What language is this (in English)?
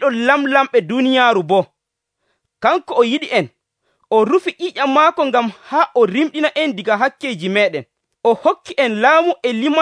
Nigerian Fulfulde